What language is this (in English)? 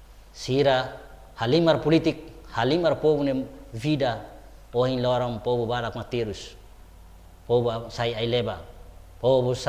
Tetum